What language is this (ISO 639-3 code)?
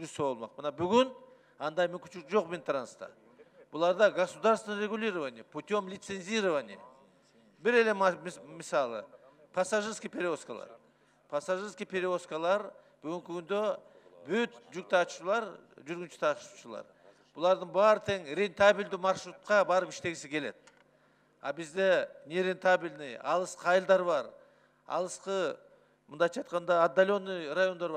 kir